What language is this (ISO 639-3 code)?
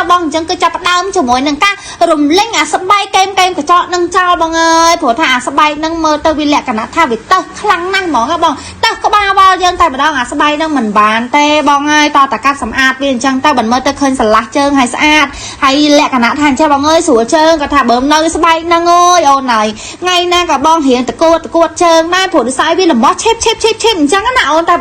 khm